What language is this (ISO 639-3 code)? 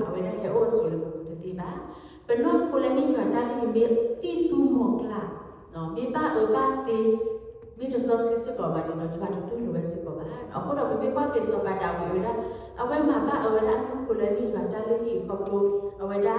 ksw